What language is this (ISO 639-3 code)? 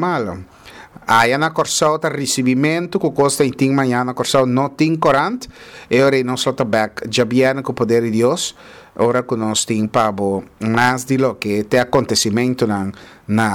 pap